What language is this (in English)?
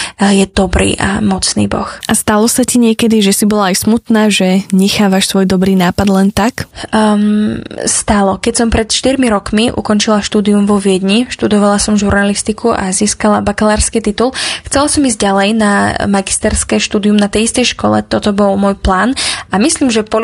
Slovak